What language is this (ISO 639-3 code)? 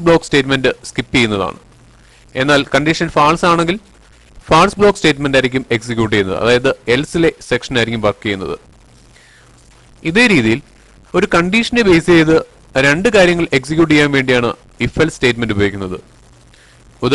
mal